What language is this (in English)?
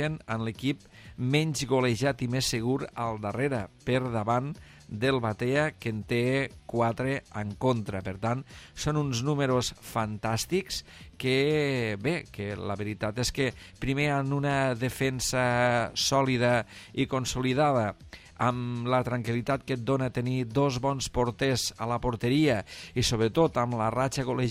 Catalan